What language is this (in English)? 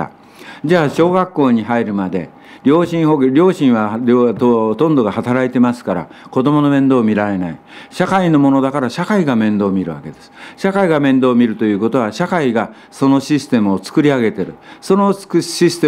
Japanese